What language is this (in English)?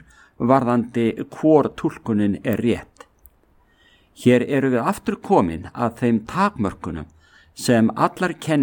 Icelandic